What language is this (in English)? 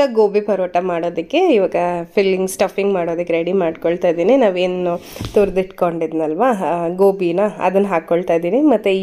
Kannada